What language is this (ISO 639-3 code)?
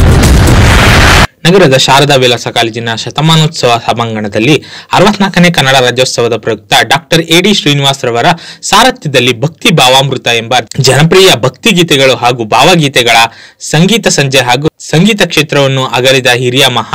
kan